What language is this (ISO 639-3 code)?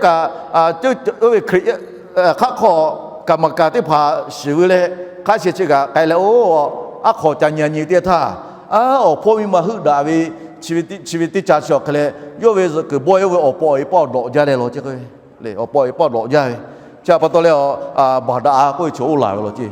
lhu